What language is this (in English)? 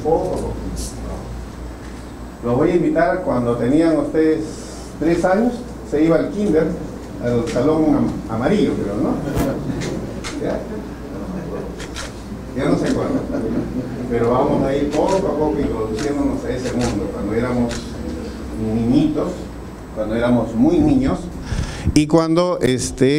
Spanish